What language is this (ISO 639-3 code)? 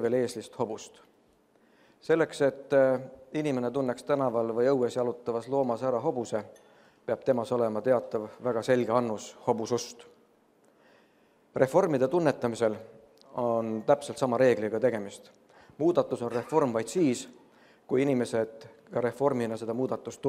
est